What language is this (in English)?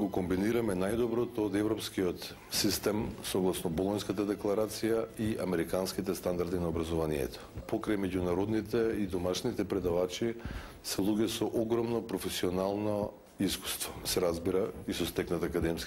Macedonian